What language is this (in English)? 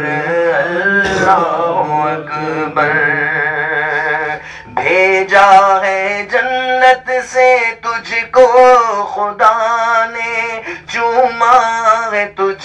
Urdu